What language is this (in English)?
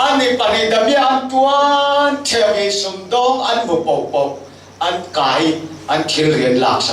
Falam Chin